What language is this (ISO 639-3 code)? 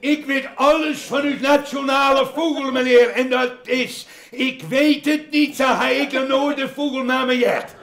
fry